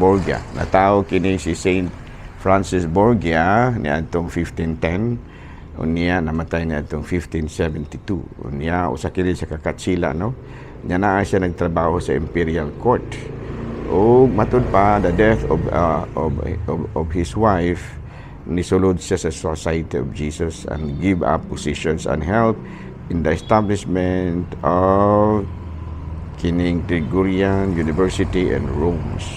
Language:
Cebuano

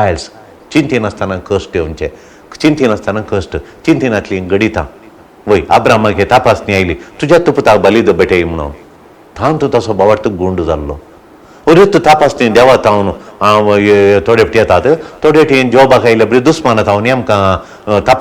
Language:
Konkani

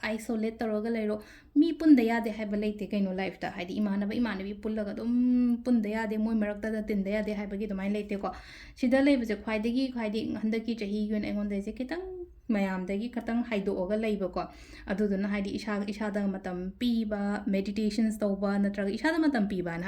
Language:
Manipuri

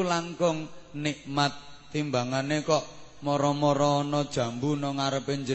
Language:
Javanese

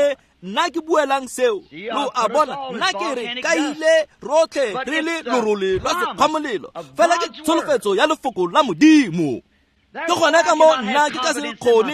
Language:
Tswana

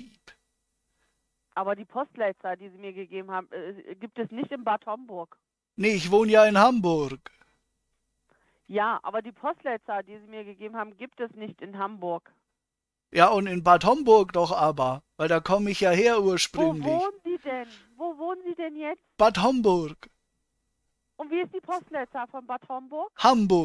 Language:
German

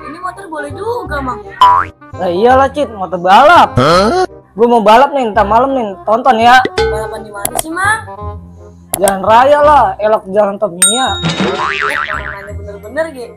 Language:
Betawi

